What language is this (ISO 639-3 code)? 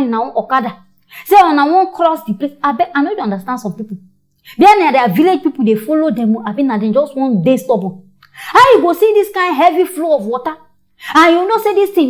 pcm